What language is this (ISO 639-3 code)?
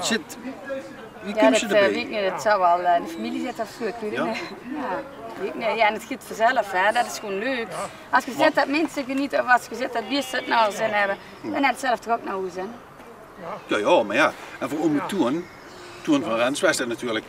lim